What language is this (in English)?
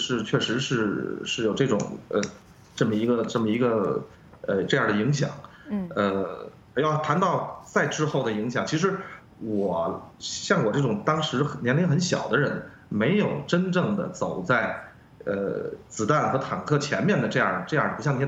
Chinese